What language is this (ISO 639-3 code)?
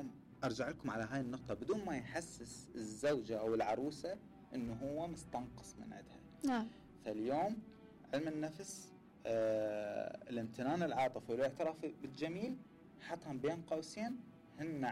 acm